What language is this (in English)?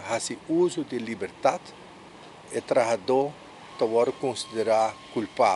Papiamento